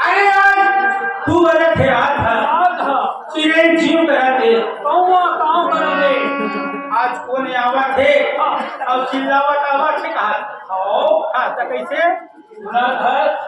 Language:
Chhattisgarhi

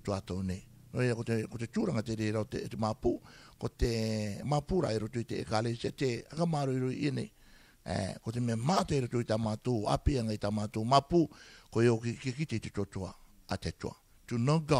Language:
Rarotongan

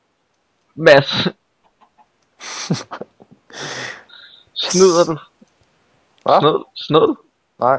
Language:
Danish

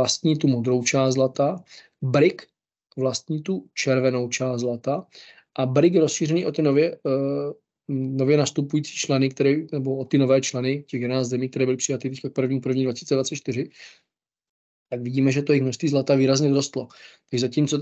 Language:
Czech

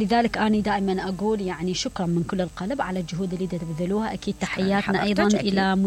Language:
Mesopotamian Arabic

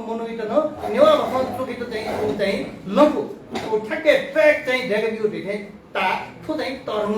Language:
Newari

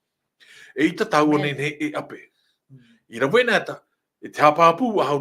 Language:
Tahitian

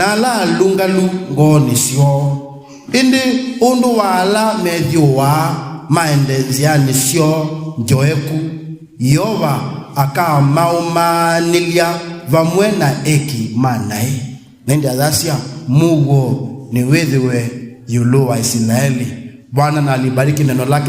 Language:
Kamba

